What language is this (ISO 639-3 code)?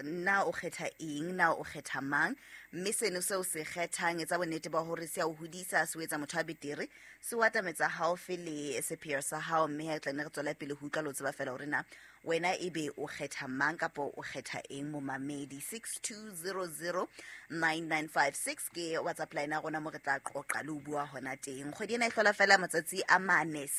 sot